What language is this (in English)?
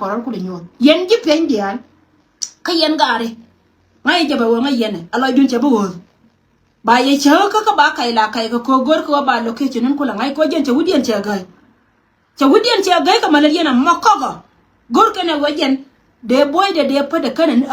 Nuer